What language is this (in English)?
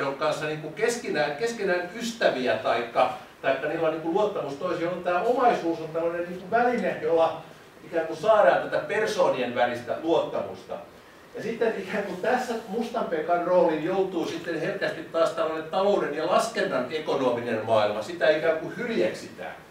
Finnish